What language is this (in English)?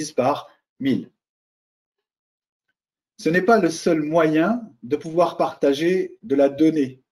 French